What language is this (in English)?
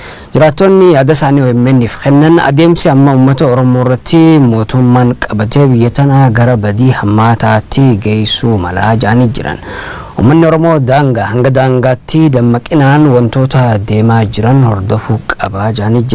Oromo